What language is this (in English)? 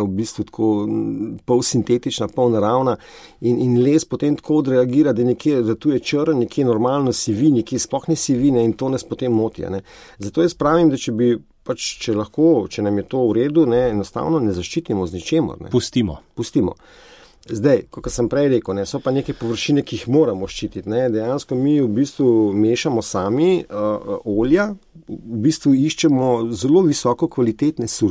Slovenian